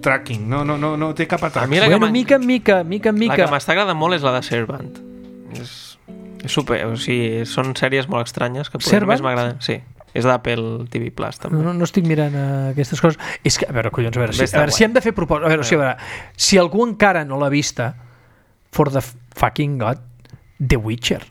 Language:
Catalan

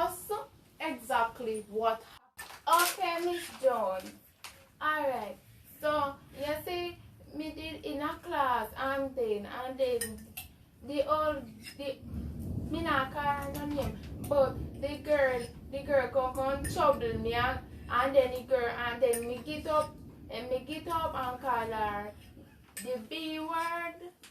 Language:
Jamaican Creole English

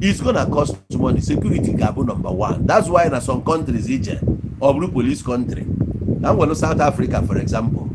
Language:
Igbo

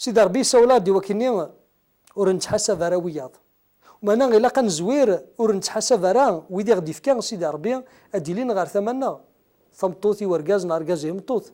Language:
Kabyle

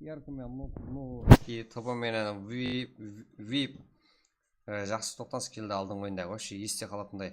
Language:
Kara-Kalpak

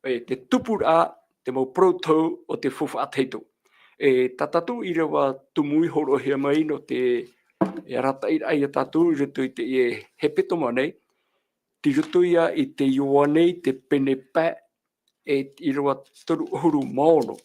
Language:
Tahitian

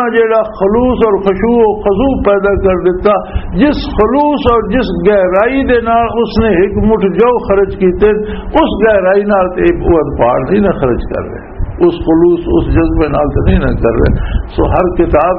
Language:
Western Panjabi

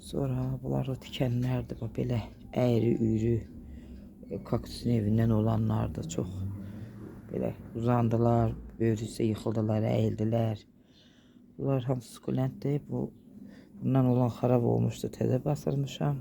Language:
Azerbaijani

